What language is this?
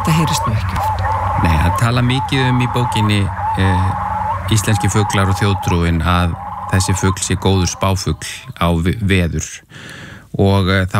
Icelandic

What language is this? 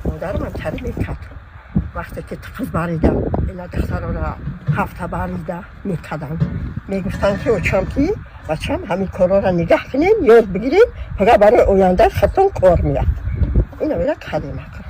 Tajik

